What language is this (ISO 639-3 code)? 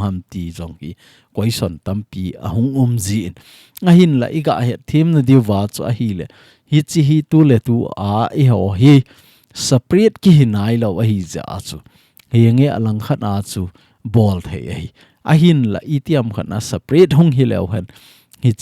tcz